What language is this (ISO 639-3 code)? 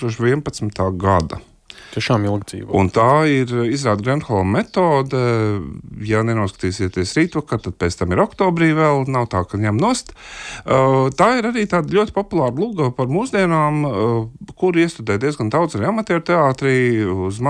lav